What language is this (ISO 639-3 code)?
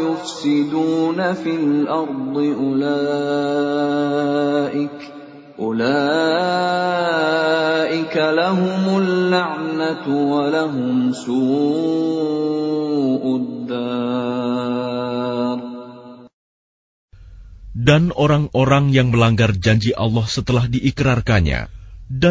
ind